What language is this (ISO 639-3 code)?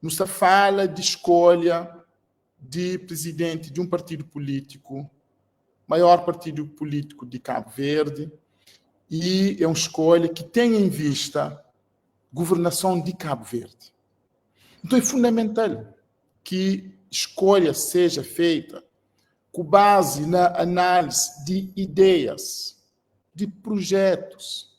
kea